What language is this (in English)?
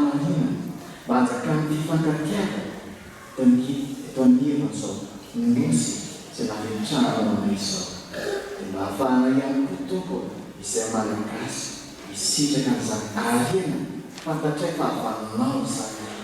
Malagasy